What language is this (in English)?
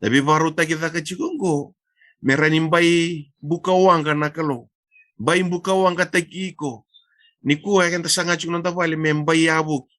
Fijian